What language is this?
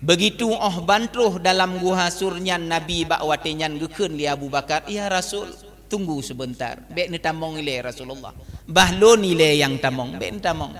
Achinese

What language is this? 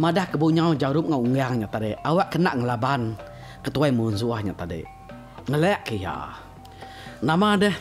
Iban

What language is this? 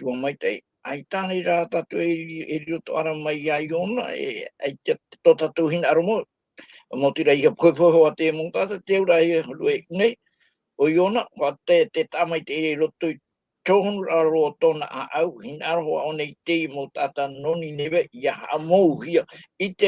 Tahitian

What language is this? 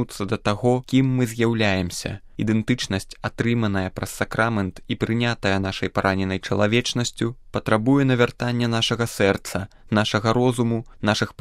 Belarusian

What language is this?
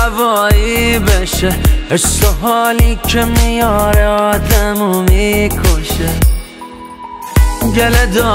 Persian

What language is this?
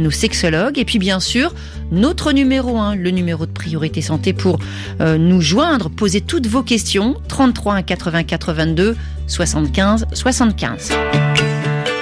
French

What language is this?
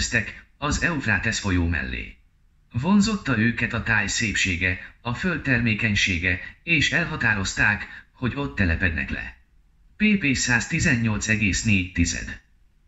Hungarian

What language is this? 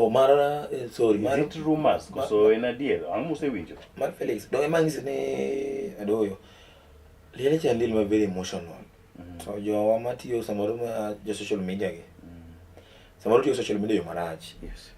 Luo (Kenya and Tanzania)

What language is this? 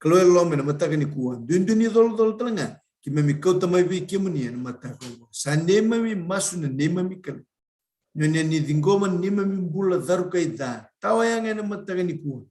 Fijian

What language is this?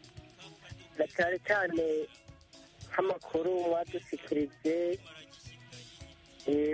Kinyarwanda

